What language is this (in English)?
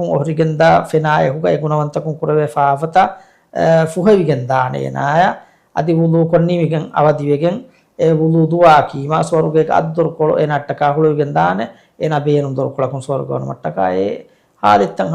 Divehi